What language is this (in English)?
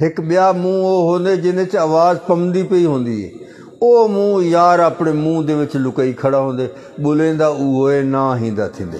Saraiki